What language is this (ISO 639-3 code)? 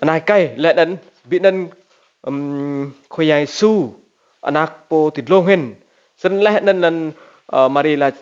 rad